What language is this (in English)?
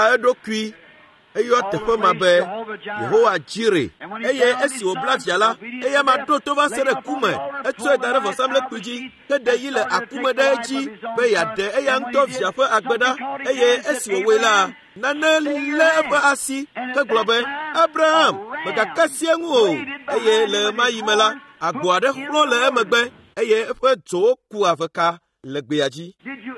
Ewe